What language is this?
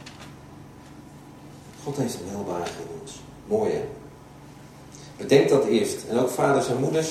Dutch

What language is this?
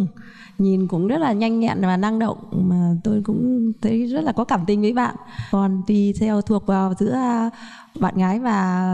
Vietnamese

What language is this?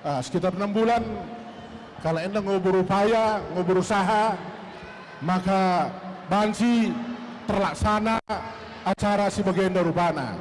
Batak Karo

